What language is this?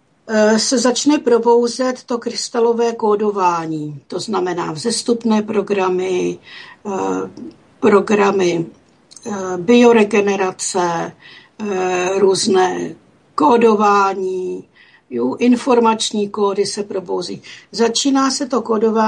Czech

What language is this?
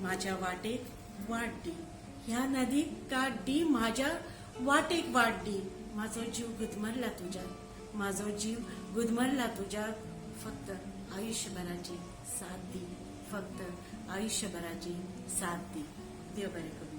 Konkani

